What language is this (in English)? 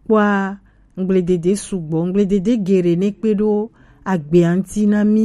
Gen